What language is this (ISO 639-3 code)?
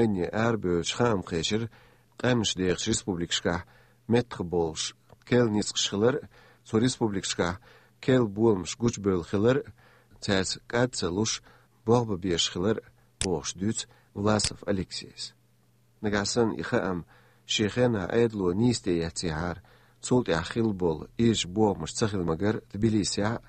che